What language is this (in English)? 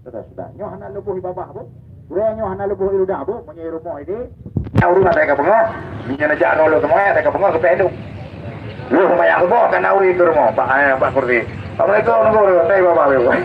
Achinese